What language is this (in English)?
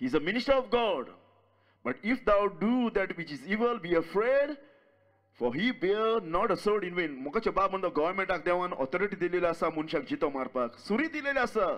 Konkani